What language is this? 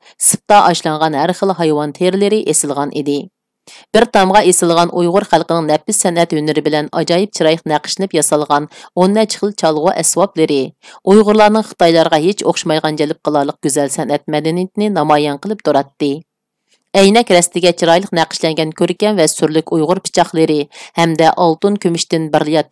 Uyghur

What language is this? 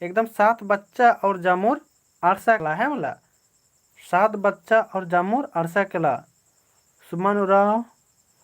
Kurukh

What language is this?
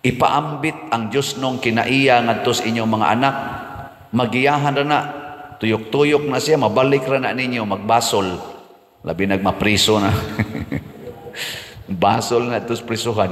Cebuano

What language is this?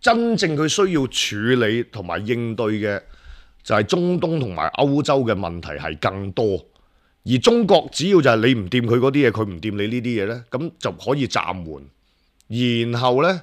Cantonese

